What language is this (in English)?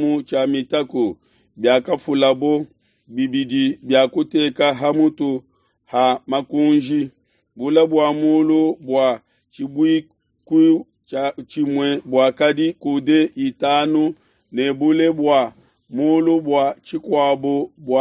Luba-Lulua